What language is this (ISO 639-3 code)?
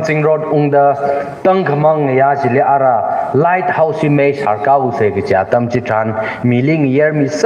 nmf